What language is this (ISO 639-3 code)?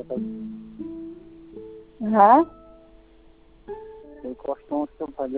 ben